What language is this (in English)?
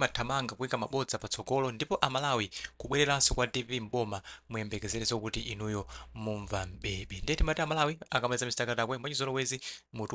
Nyanja